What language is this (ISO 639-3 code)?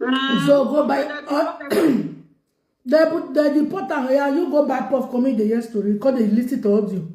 pcm